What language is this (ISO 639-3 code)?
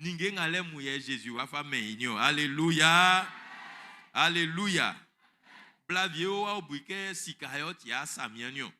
bci